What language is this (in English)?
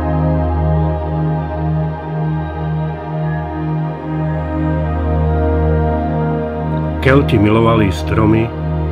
Slovak